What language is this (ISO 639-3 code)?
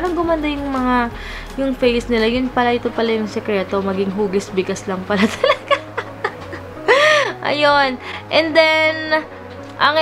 fil